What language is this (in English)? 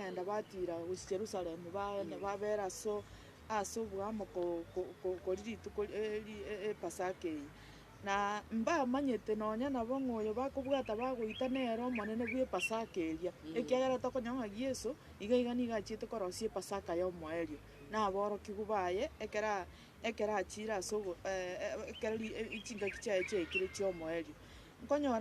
Gusii